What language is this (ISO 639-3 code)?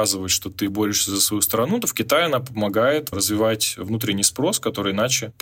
rus